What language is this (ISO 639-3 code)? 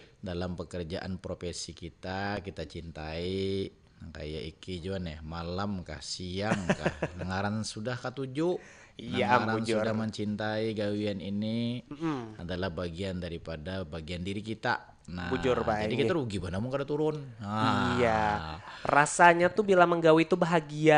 bjn